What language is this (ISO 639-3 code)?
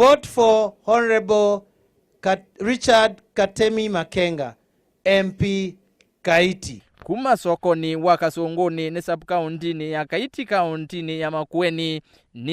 kam